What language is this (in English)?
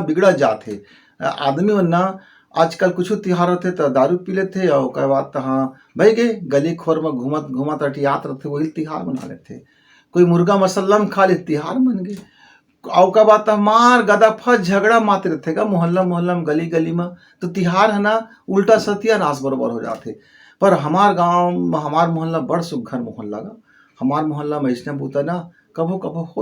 Chhattisgarhi